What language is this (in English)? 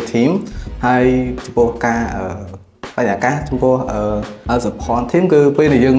Khmer